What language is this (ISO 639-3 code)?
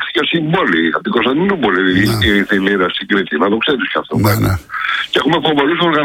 ell